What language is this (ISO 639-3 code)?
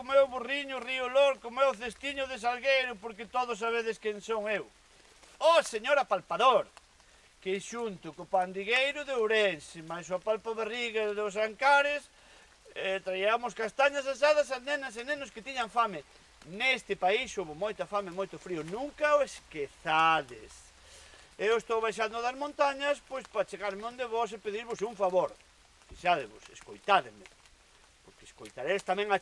glg